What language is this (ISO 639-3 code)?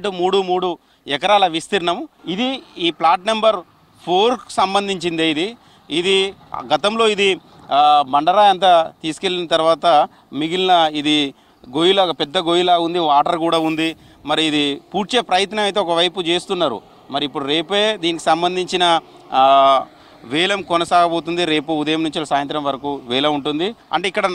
tel